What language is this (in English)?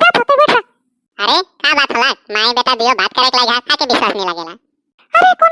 Sadri